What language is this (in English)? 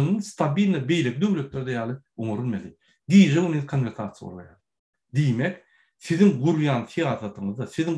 Turkmen